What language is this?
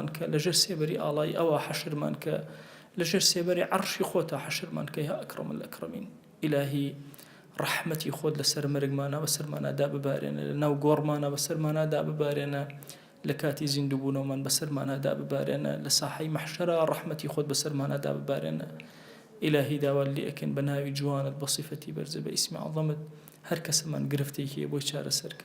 Central Kurdish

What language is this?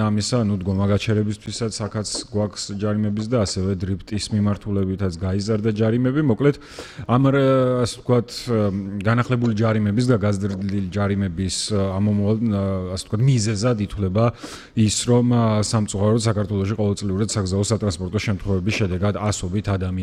Georgian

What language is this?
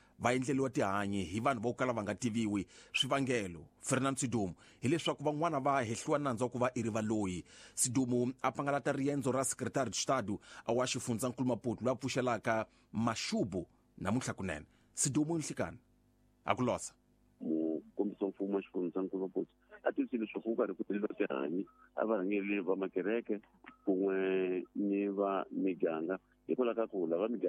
Tsonga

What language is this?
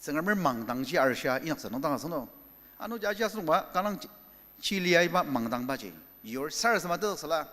Ao Naga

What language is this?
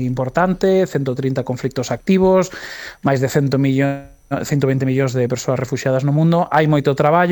Galician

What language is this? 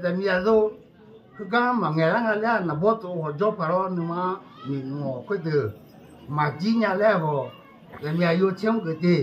Akha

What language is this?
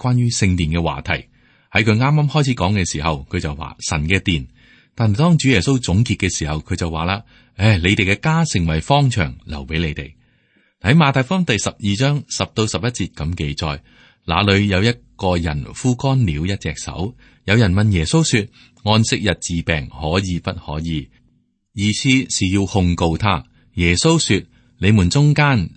Cantonese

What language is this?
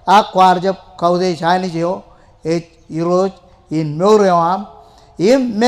Marshallese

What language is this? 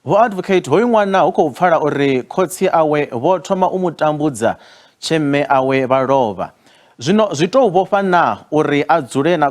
Venda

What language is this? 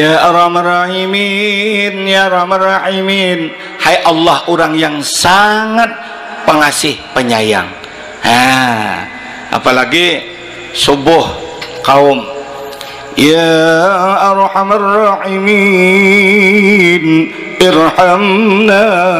Banjar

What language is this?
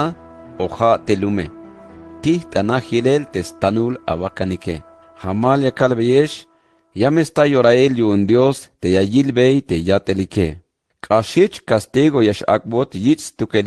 Tzeltal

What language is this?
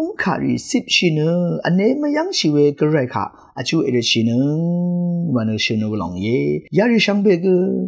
Rawang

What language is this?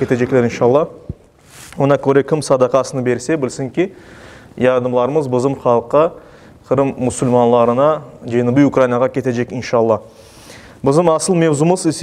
Crimean Tatar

